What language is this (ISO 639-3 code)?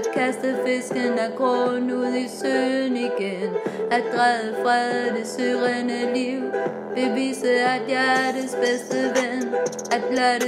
dan